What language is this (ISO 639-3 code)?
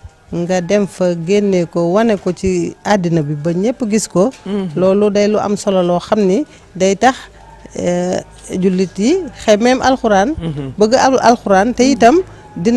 wol